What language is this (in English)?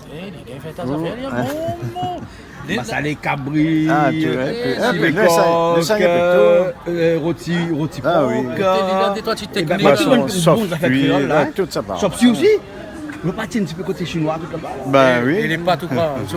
Réunion Creole French